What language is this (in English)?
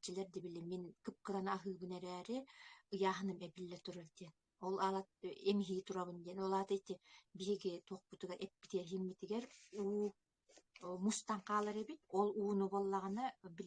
Yakut